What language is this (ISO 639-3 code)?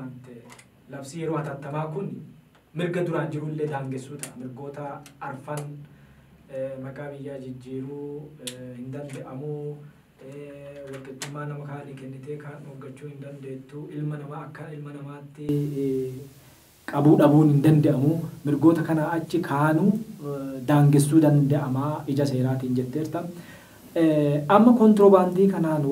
orm